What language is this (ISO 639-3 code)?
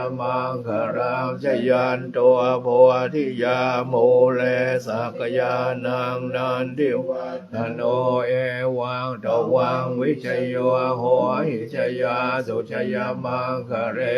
pli